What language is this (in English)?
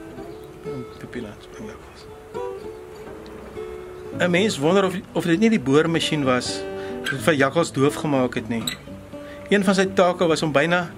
Afrikaans